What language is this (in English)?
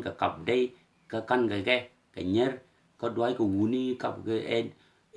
Nuer